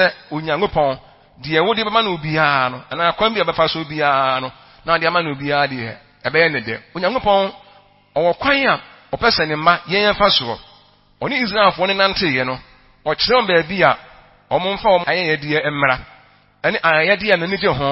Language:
Akan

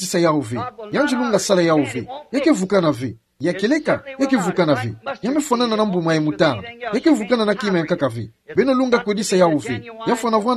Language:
Kituba (Democratic Republic of Congo)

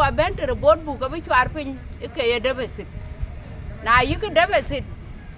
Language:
Dinka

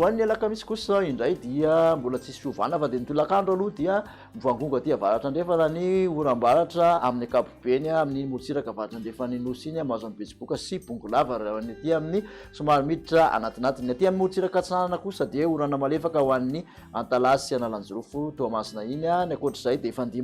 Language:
Malagasy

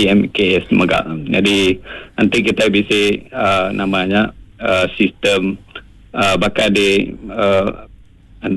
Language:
Iban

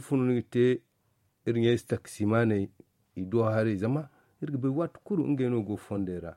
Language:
Zarma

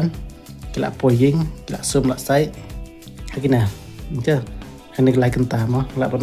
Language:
Khasi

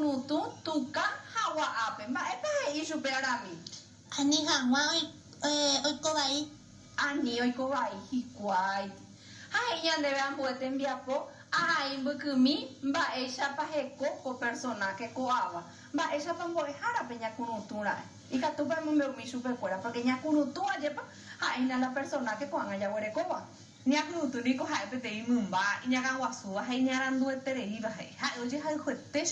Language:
Guarani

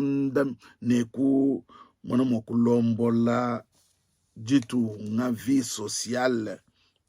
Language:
Luba-Lulua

